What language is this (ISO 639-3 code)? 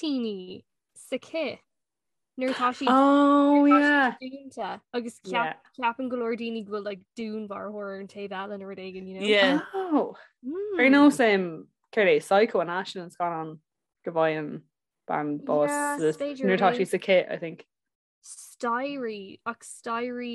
gle